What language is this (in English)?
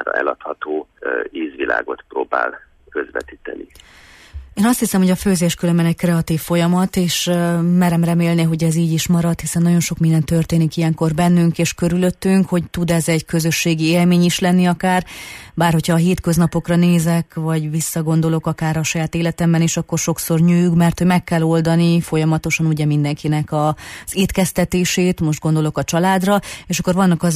Hungarian